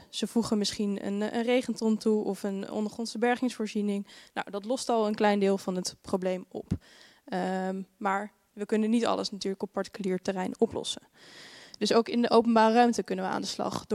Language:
Dutch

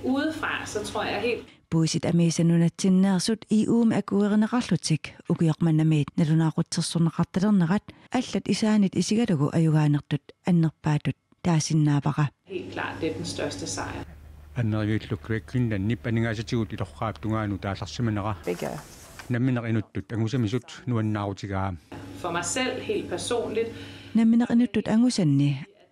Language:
Kalaallisut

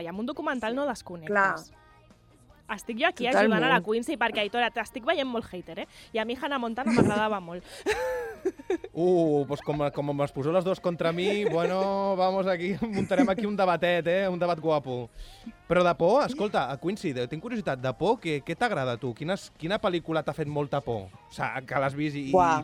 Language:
Catalan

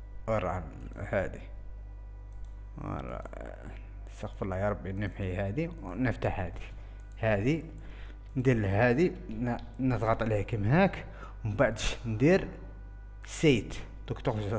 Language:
Algerian Arabic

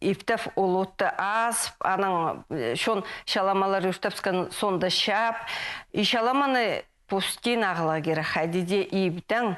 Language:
Khakas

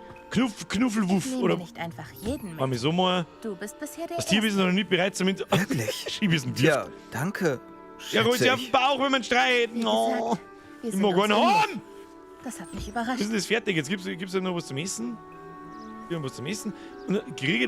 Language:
Bavarian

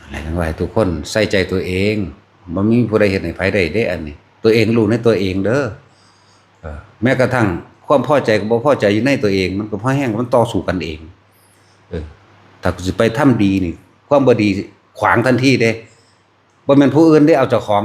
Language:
Northeastern Thai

